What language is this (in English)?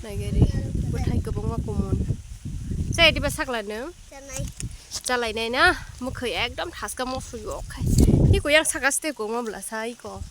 Kok Borok